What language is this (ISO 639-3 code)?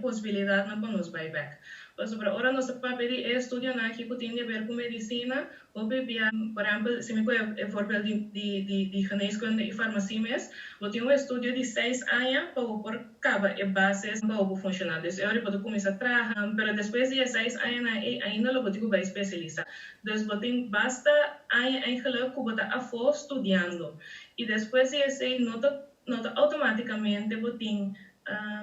pap